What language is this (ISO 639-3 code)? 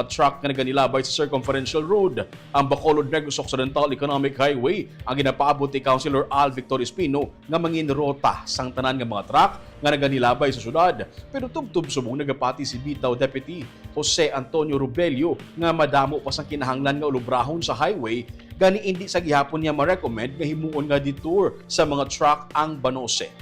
hil